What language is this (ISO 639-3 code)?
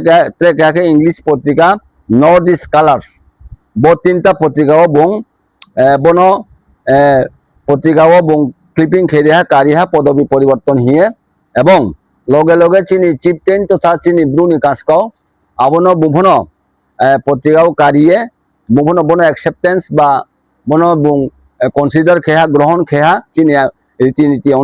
ria